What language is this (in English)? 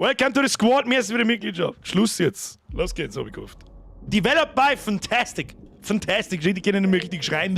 Bavarian